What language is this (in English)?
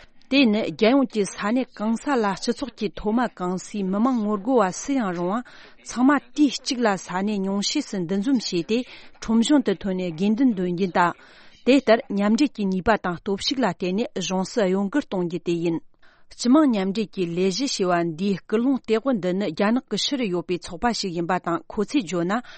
Tibetan